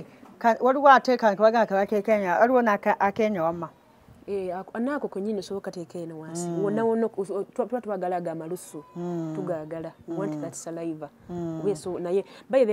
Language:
Ganda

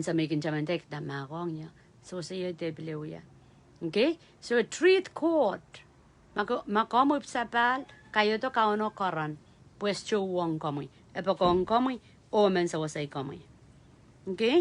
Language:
Pohnpeian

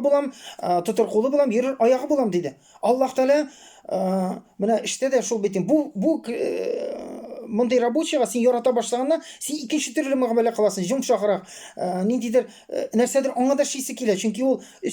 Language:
Tatar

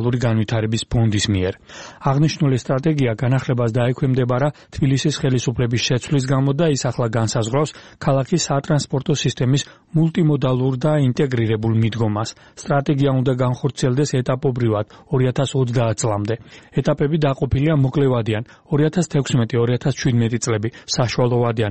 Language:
Georgian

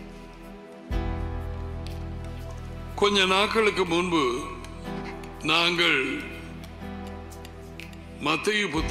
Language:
Tamil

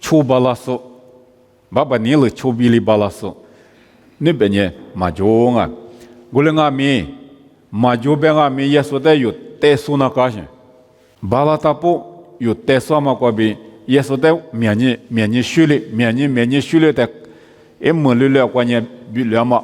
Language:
Lisu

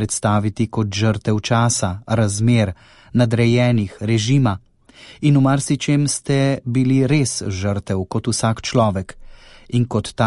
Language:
Slovenian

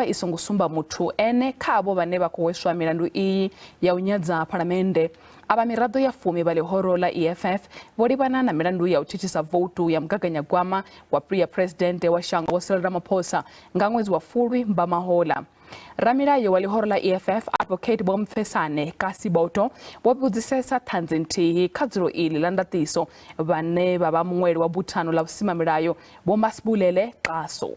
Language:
Venda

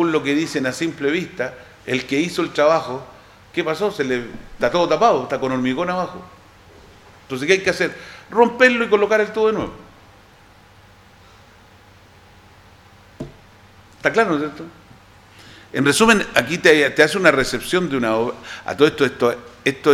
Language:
Spanish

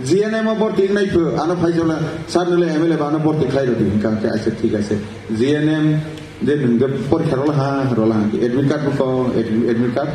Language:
Kok Borok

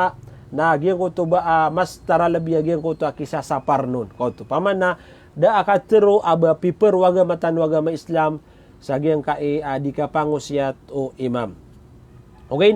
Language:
Maranao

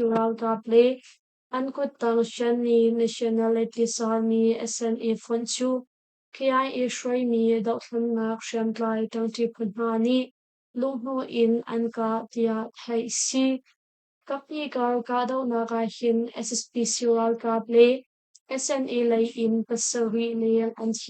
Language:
Hakha Chin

